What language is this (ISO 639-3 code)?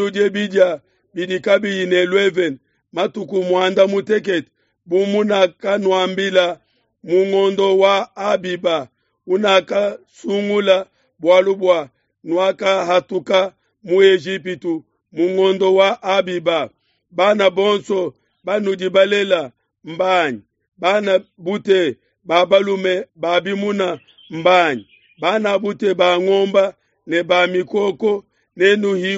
lua